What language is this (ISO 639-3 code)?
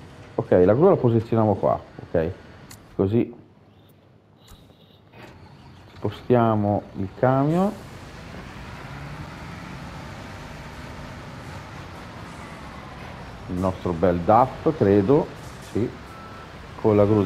ita